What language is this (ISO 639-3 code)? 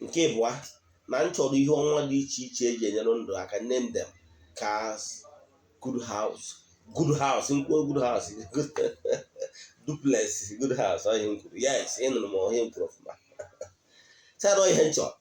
ibo